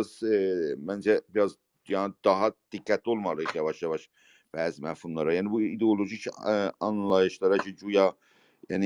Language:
South Azerbaijani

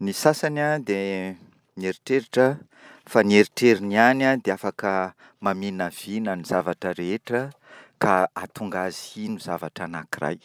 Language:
Malagasy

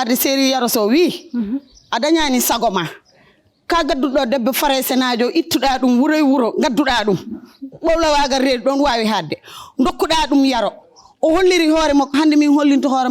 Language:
Fula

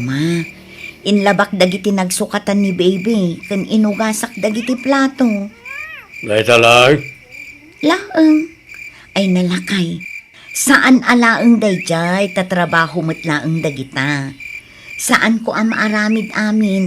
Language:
Iloko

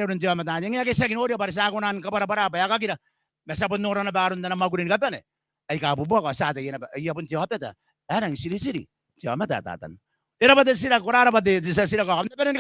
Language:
Gilbertese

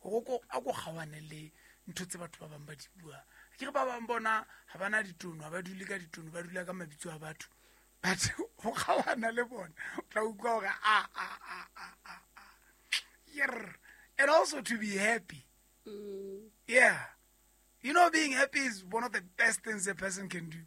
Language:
Southern Sotho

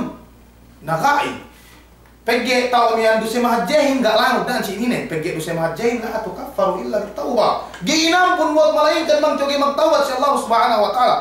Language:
Yakan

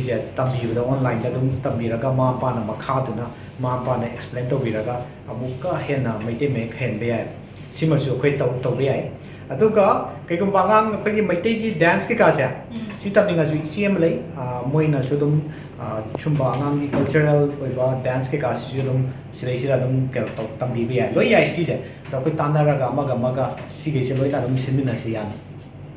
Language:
Manipuri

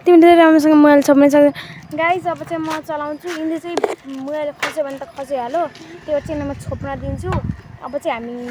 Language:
Nepali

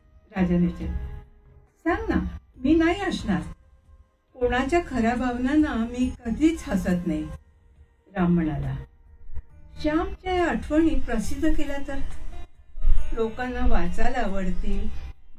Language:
Marathi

